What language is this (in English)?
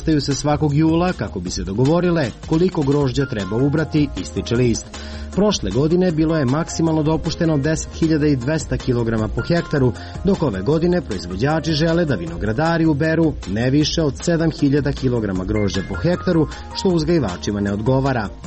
Serbian